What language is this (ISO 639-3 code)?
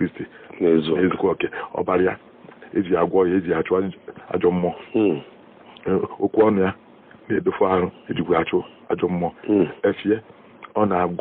ibo